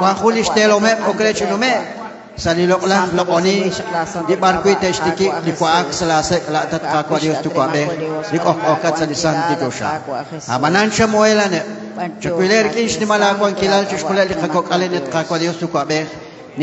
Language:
Kekchí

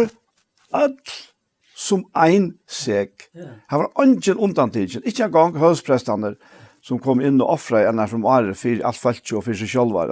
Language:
Faroese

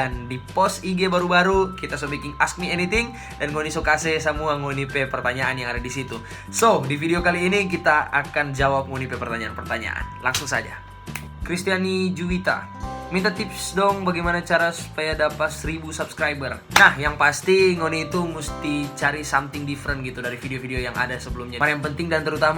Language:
Manado Malay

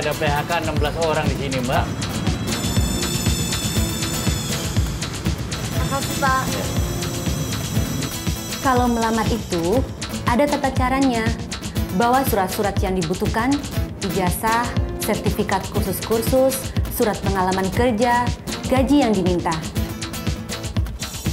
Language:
Indonesian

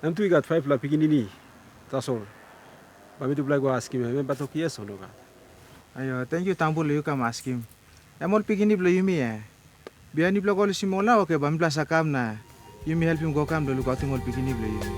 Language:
Tok Pisin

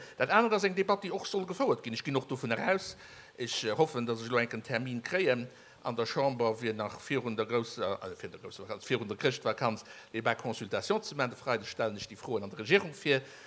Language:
Luxembourgish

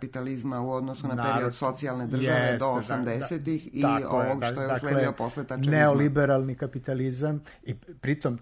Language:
Serbian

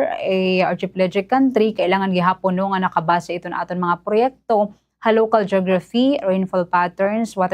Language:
Waray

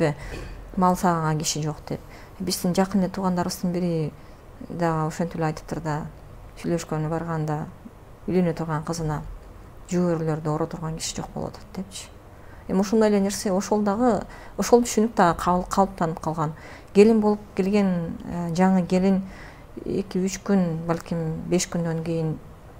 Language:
Kyrgyz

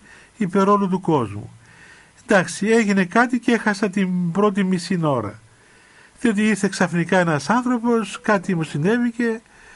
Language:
Greek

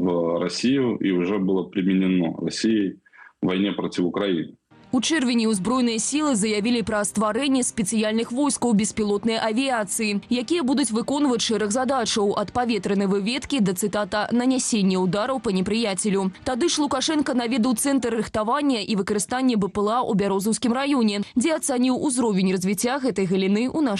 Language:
Belarusian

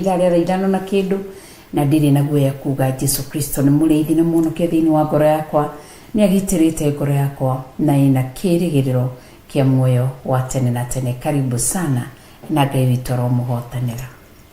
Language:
Kikuyu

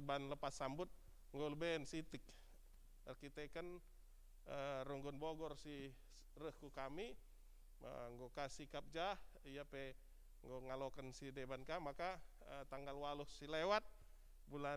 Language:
Batak Karo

